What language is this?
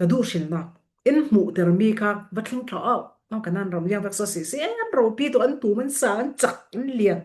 Falam Chin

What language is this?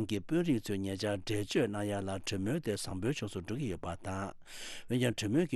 Tibetan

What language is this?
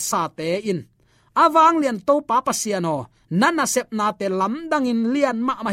Tedim Chin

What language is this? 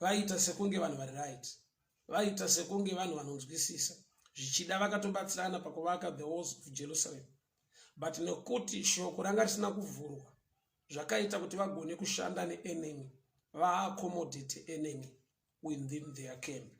Shona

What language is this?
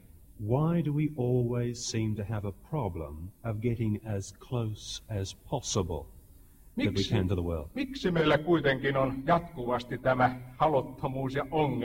Finnish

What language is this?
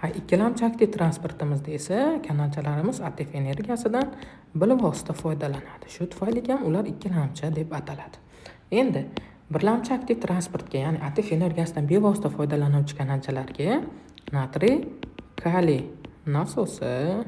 Uzbek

